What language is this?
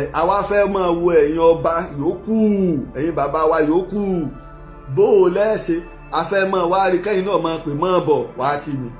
Yoruba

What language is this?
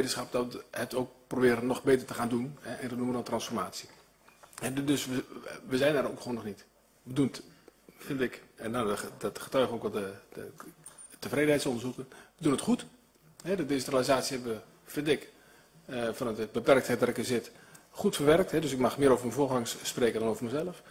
Dutch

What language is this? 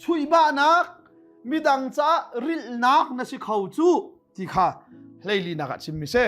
Hakha Chin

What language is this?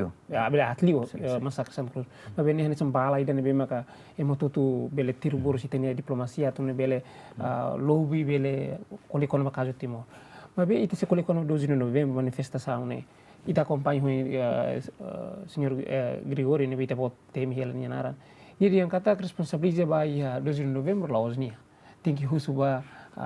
Tetum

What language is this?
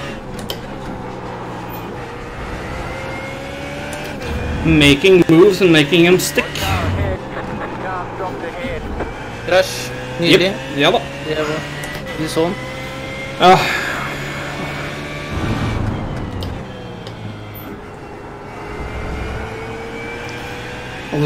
Norwegian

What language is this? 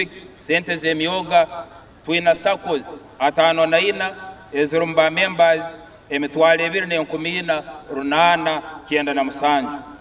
Nyankole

